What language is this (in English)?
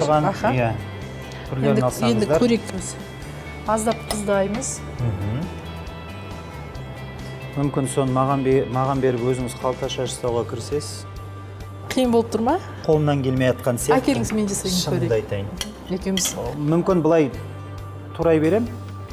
Kazakh